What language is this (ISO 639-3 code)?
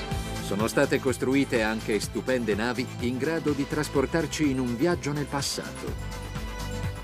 ita